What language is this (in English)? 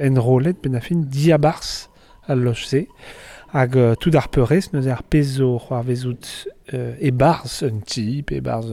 Breton